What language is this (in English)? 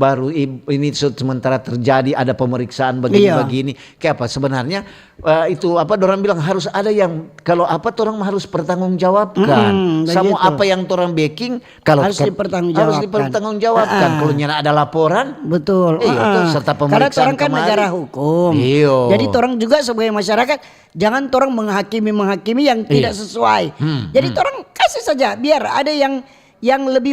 Manado Malay